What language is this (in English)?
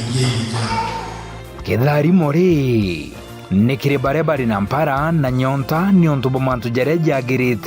Meru